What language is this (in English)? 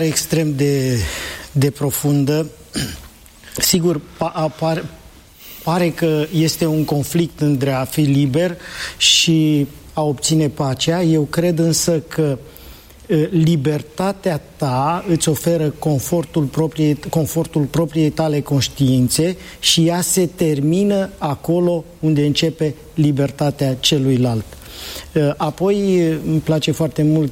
Romanian